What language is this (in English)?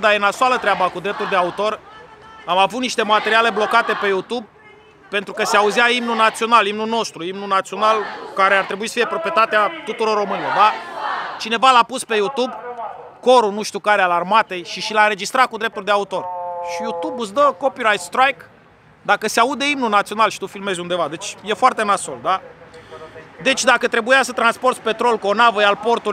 Romanian